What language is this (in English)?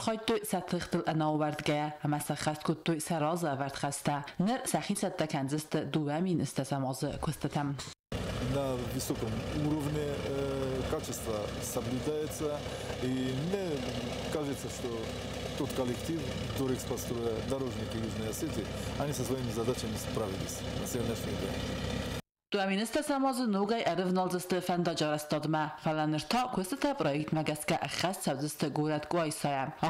Ossetic